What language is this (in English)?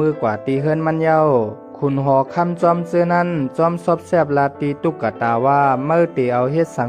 Shan